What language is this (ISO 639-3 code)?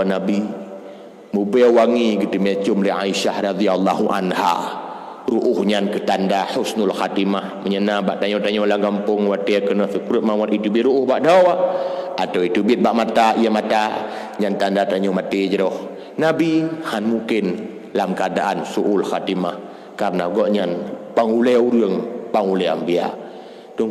ace